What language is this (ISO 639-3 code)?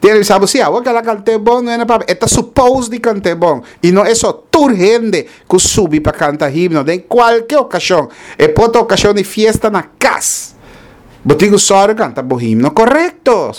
pap